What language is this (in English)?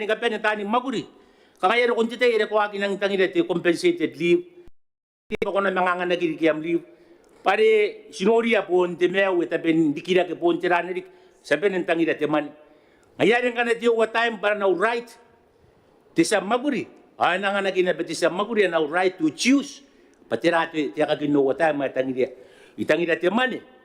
Gilbertese